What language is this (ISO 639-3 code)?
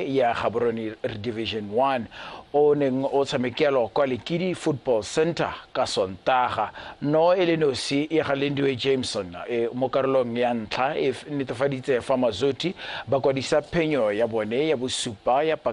tsn